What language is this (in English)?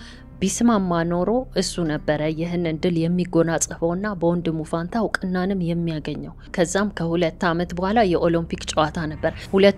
Amharic